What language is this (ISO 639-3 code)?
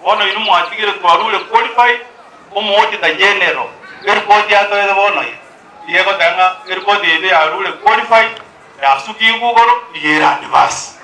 guz